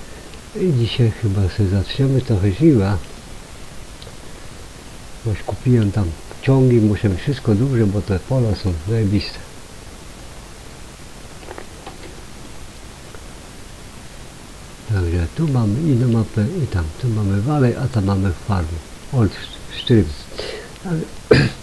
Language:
Polish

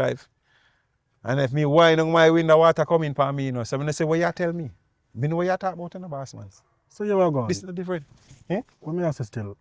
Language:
Jamaican Creole English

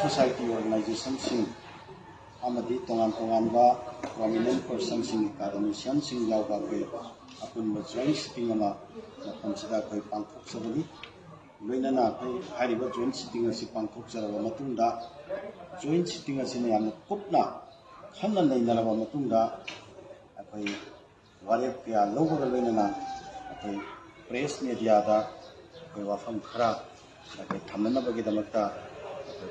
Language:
Manipuri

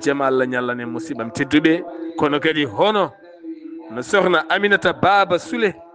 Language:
Fula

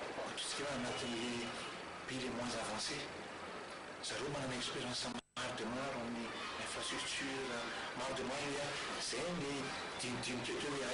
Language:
Malagasy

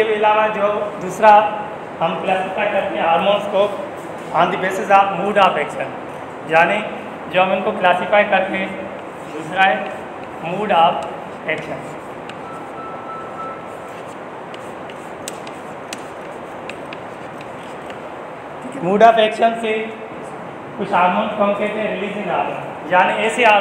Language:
Hindi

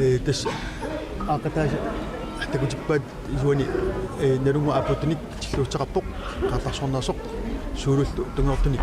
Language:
Kalaallisut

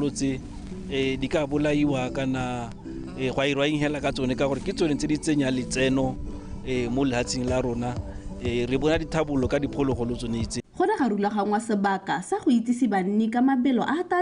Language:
Tswana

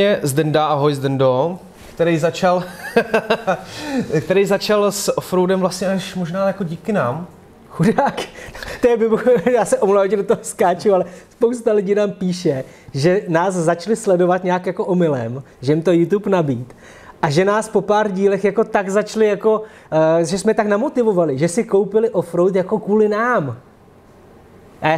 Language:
Czech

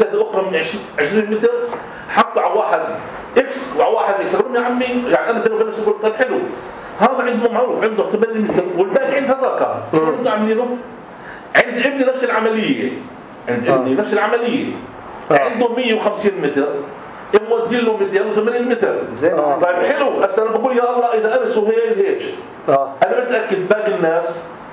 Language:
North Levantine Arabic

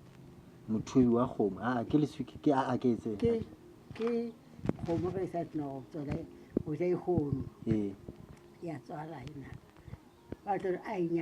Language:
Northern Sotho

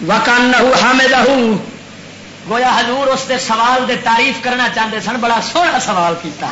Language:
Western Panjabi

